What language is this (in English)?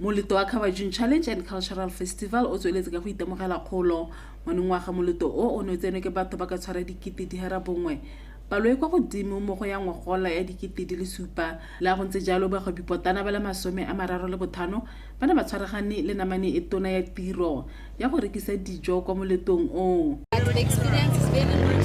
Tswana